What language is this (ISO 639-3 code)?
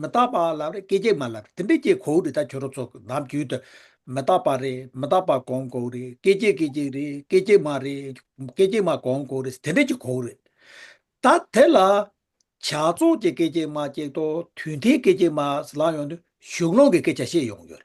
bod